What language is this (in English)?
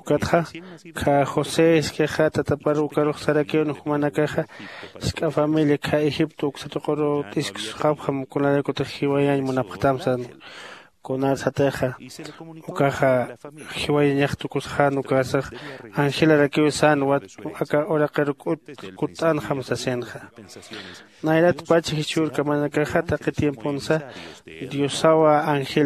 Aymara